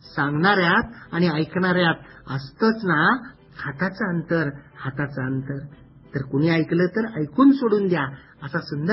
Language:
Marathi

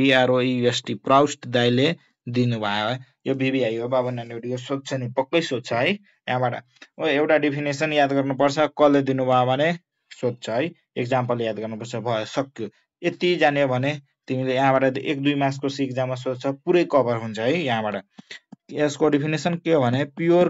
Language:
Nepali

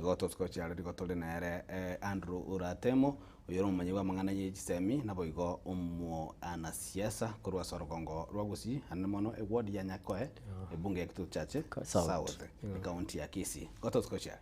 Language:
Gusii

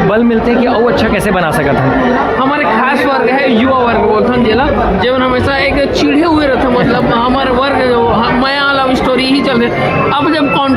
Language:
Chhattisgarhi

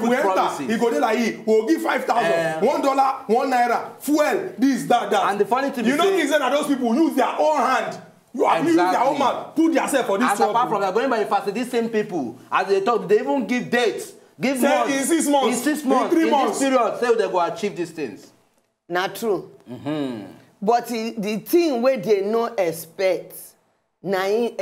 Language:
Nigerian Pidgin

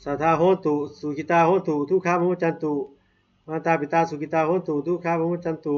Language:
Pali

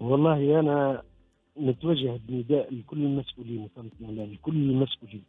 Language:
Tunisian Arabic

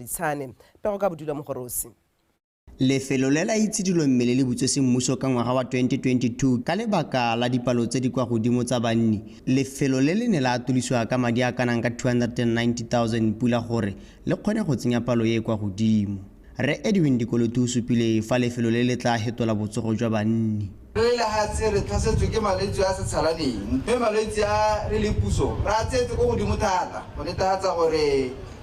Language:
Tswana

